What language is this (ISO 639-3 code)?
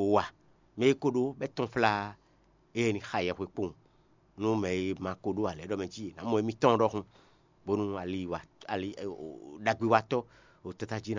fon